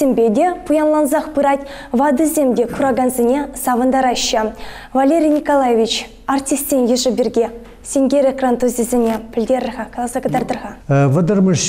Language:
Chuvash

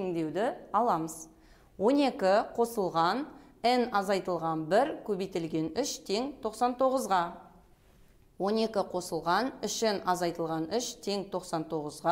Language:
Kazakh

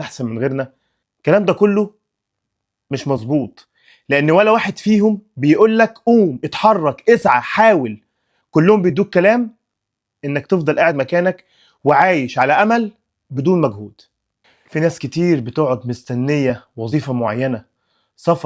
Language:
Egyptian Arabic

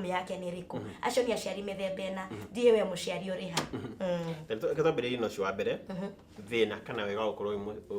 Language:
Kikuyu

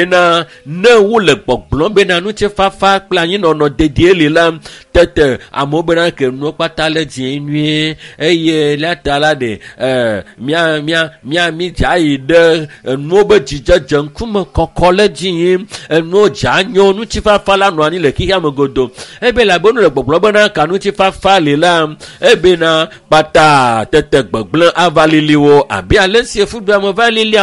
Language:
Ewe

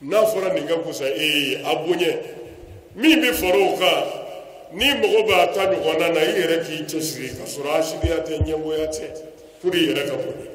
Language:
Bambara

